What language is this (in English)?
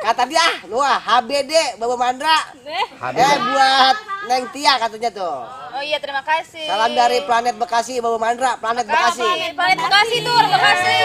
Betawi